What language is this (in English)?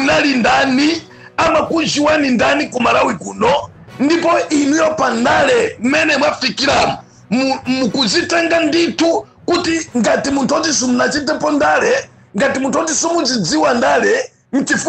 Nyanja